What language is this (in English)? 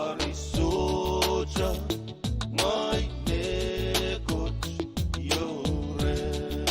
Pohnpeian